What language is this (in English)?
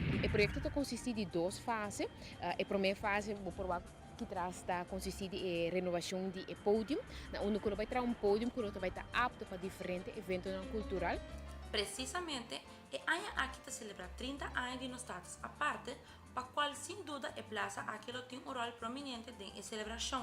Papiamento